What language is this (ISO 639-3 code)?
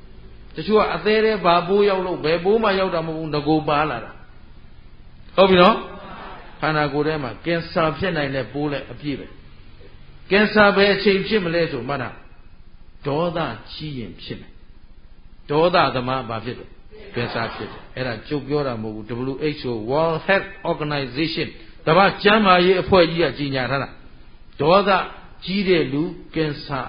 mya